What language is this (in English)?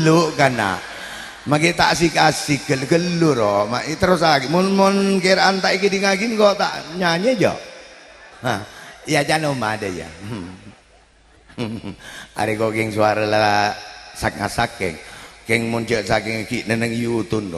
Madurese